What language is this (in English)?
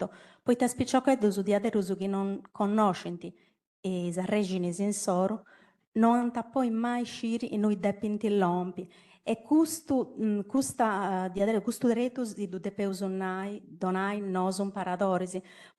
Sardinian